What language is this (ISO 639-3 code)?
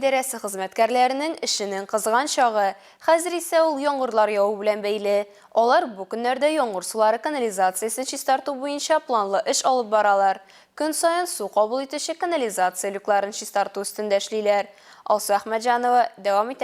tat